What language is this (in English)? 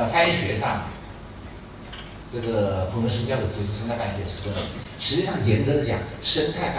Chinese